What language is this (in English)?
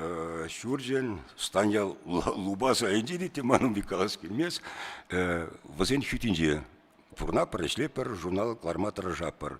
Chuvash